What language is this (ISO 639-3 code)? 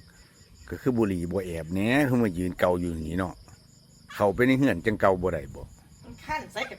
tts